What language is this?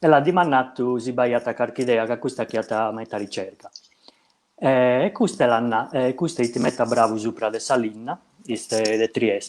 Sardinian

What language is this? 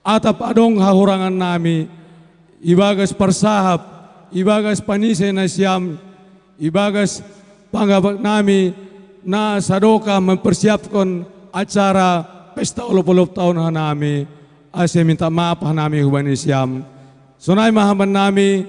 Batak Simalungun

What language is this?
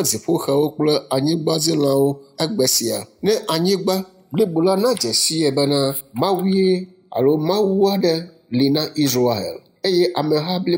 Ewe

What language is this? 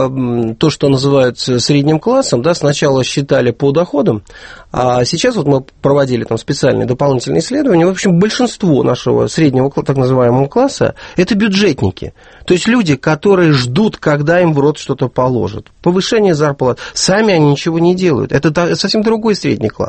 Russian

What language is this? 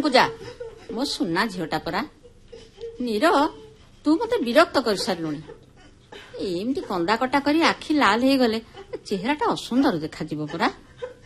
Odia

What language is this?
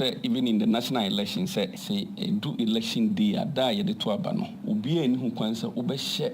Akan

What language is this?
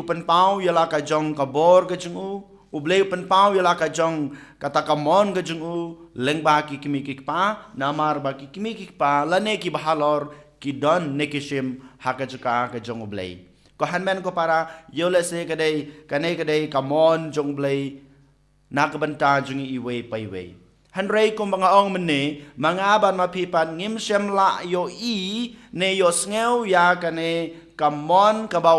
Khasi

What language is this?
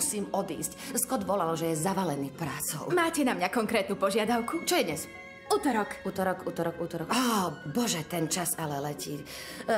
Slovak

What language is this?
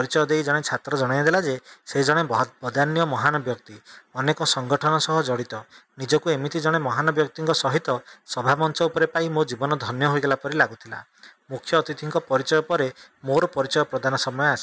Odia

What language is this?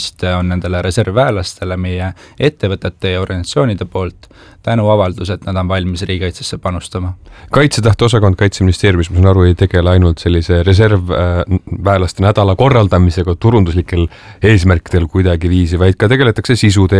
Estonian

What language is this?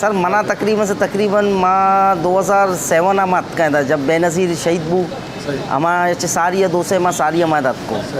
Eastern Balochi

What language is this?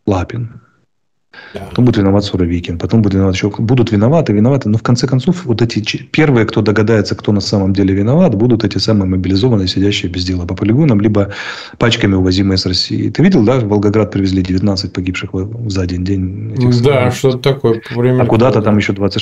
Russian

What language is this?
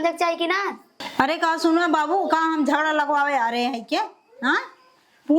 Awadhi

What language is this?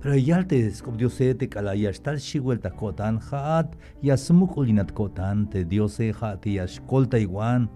Tzeltal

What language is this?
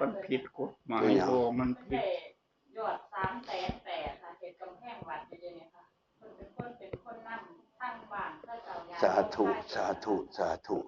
Northeastern Thai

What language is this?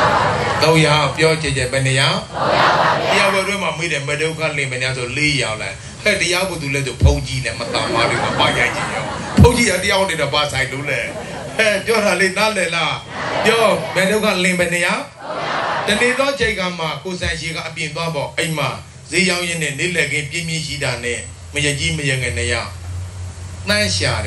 Burmese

